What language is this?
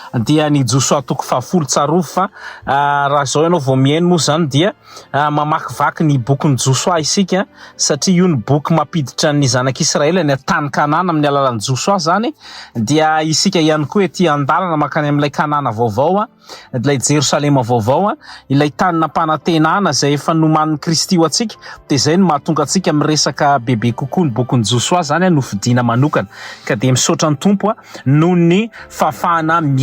Malagasy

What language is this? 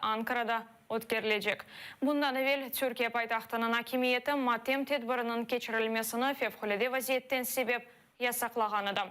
Crimean Tatar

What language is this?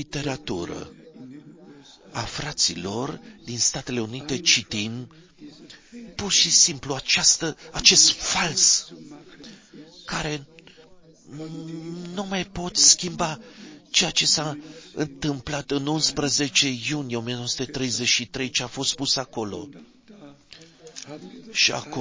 Romanian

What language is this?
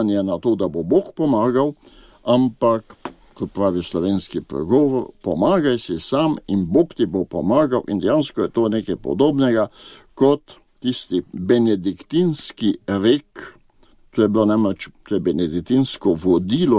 Slovenian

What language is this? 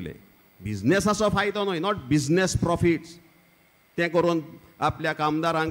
Konkani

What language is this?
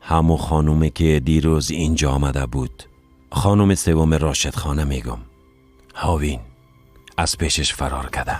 Persian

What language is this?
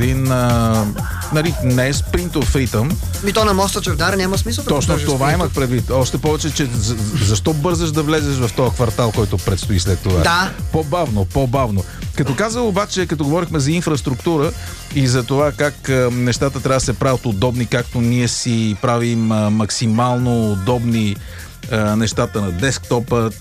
Bulgarian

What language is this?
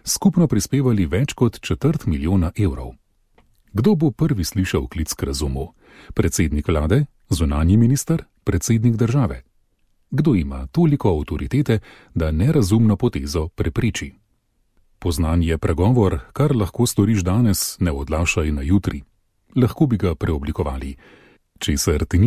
Slovenian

